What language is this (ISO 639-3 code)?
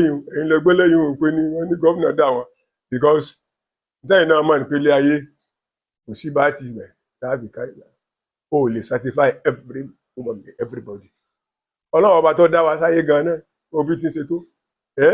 yor